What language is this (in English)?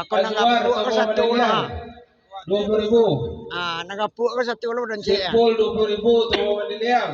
Minangkabau